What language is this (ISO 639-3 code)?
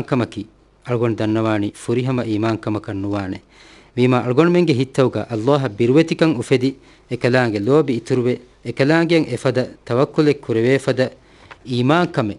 div